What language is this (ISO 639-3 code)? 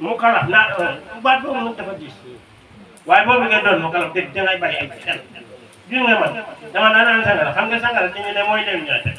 wol